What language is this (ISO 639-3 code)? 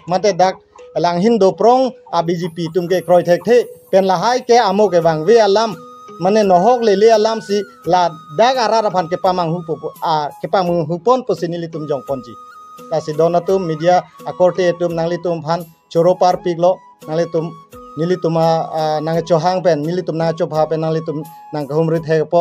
mjw